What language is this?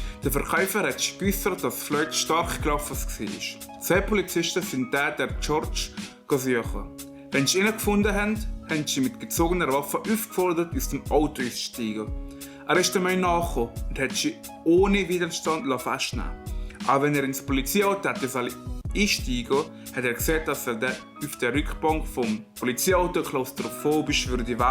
Swiss German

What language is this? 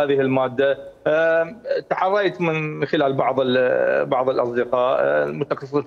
Mesopotamian Arabic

